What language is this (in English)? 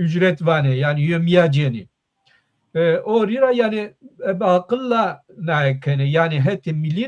Zaza